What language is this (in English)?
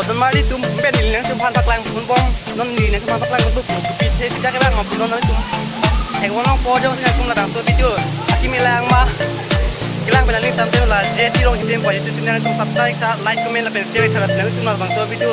Karbi